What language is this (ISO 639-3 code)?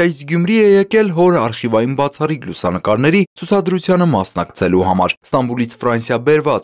hye